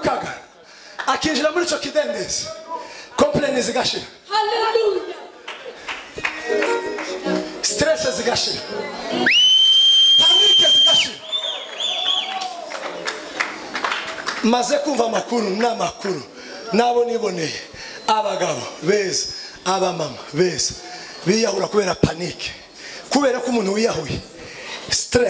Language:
Kinyarwanda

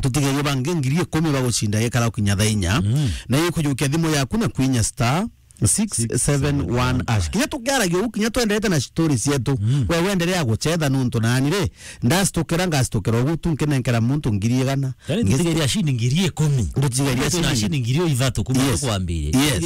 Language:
Meru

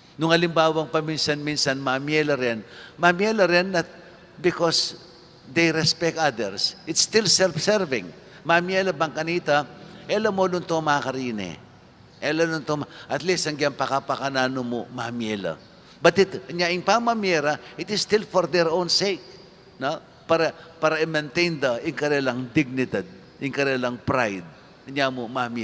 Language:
Pampanga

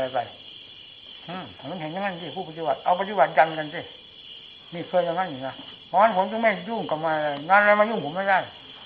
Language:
Thai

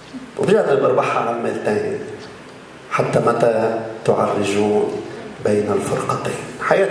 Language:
Arabic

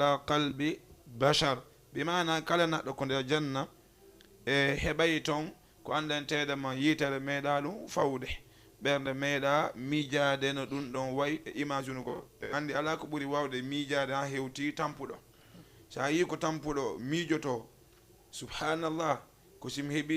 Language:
Fula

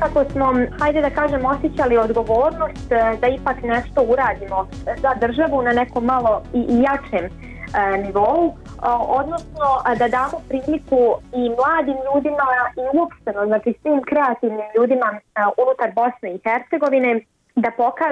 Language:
Bosnian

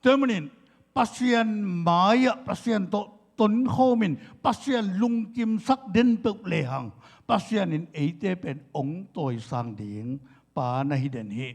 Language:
Tedim Chin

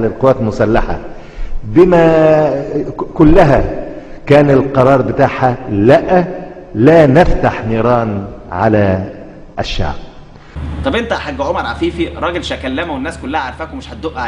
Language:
Egyptian Arabic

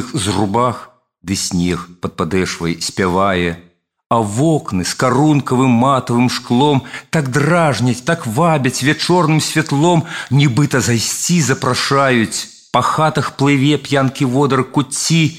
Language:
Belarusian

